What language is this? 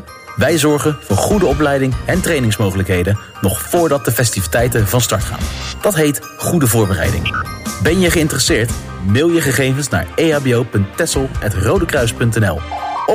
Dutch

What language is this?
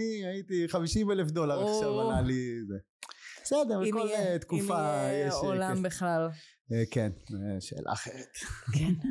Hebrew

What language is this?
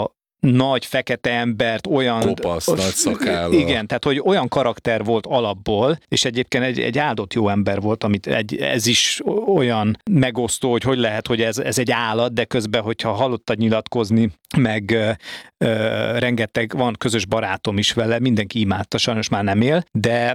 Hungarian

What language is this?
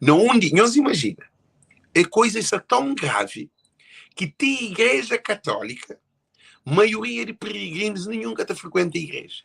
Kabuverdianu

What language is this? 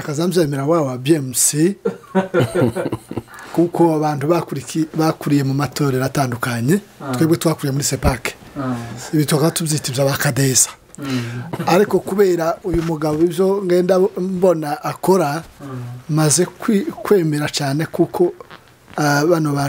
Kinyarwanda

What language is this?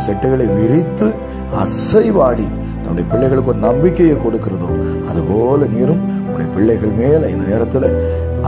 Tamil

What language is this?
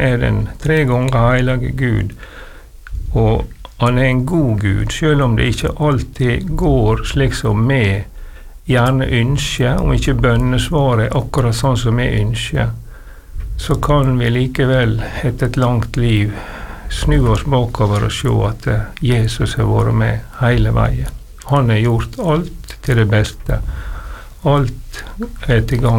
Norwegian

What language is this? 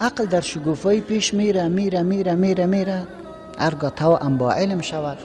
Persian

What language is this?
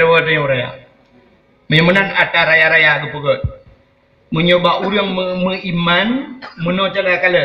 Achinese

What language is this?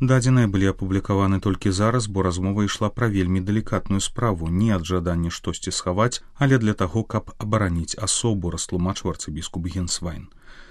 Belarusian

